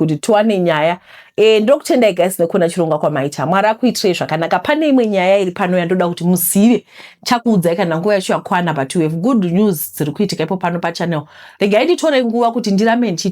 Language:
Shona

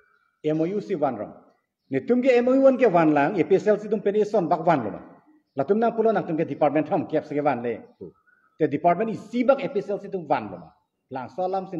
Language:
Karbi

